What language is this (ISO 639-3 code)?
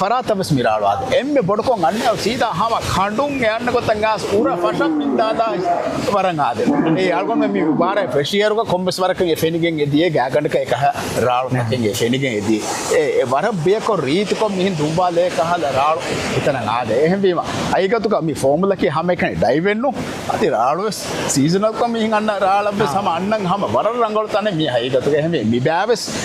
div